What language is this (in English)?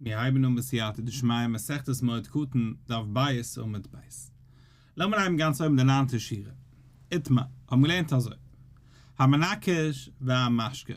Yiddish